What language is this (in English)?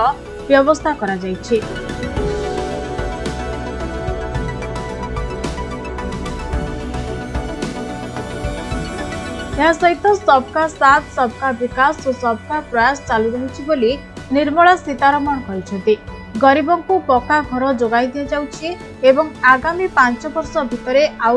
Odia